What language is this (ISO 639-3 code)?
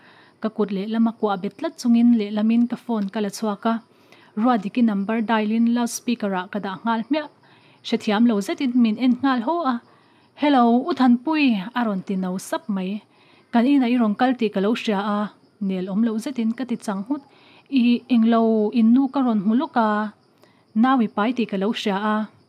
lus